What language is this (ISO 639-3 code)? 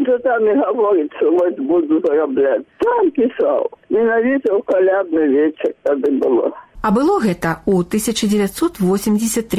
bel